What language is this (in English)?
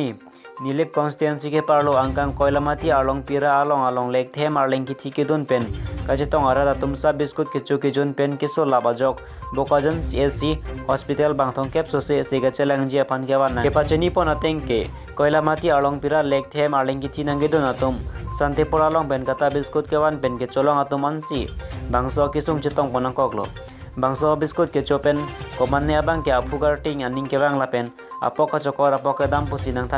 Karbi